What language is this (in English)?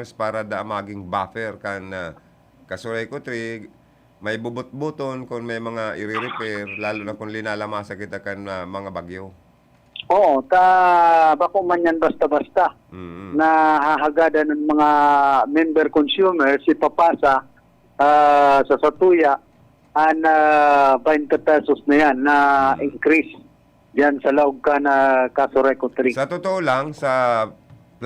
Bikol